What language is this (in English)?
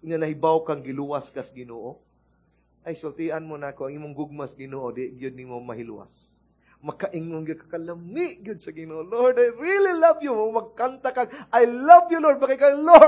Cebuano